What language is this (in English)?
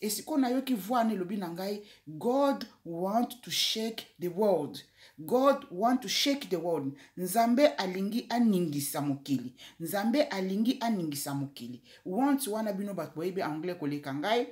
Lingala